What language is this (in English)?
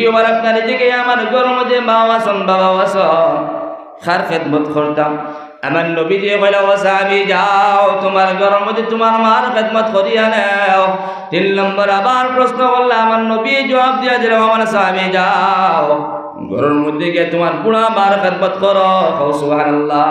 Sylheti